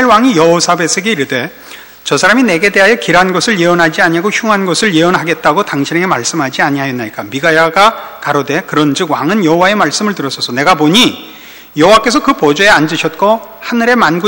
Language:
Korean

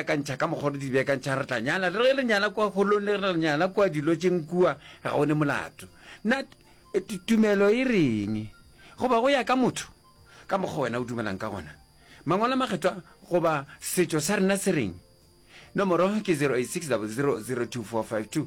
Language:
Northern Sotho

